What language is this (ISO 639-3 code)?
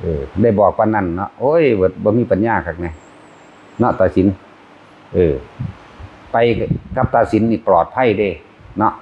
tts